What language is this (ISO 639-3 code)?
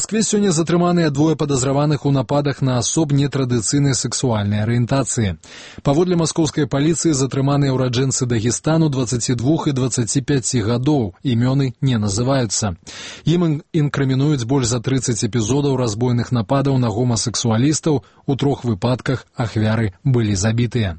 bel